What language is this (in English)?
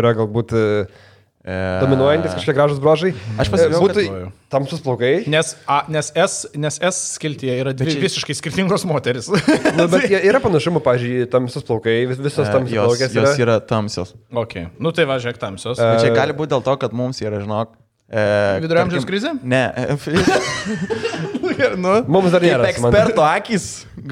Lithuanian